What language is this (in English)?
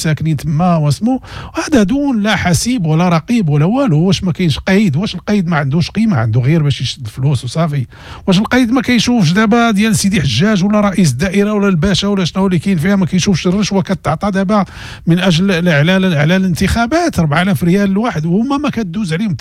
Moroccan Arabic